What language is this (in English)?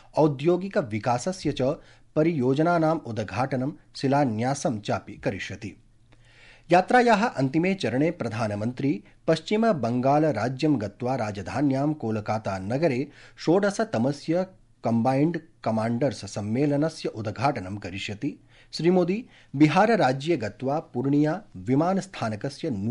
Sanskrit